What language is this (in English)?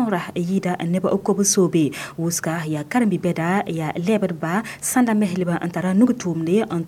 Mossi